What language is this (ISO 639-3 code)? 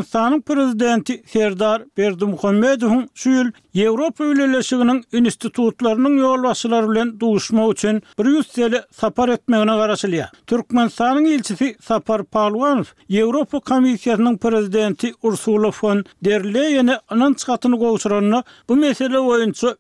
tuk